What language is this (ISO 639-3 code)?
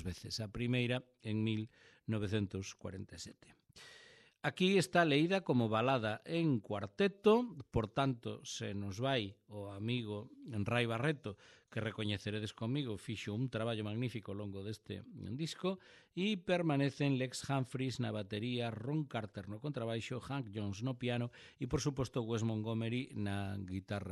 glg